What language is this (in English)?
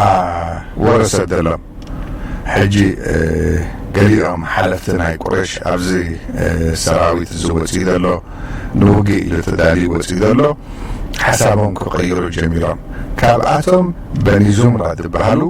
Tigrinya